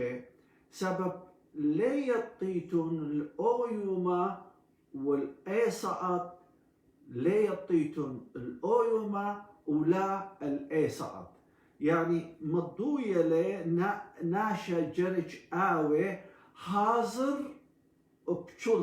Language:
Assyrian Neo-Aramaic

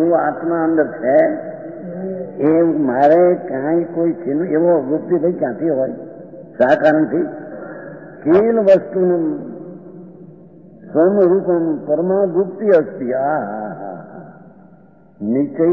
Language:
Gujarati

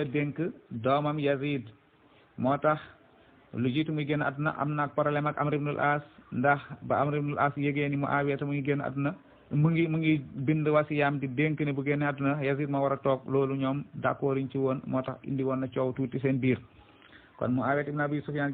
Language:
Wolof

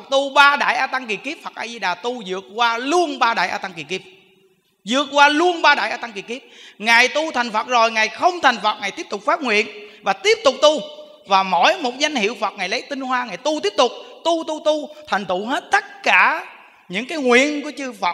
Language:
Vietnamese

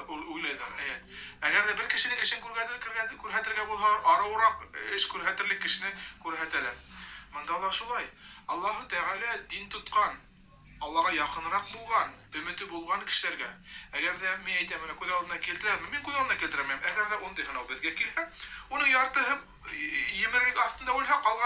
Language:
Bashkir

